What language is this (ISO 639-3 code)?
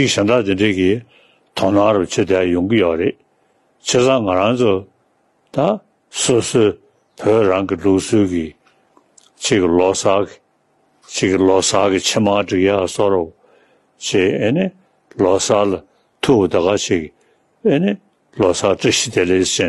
bod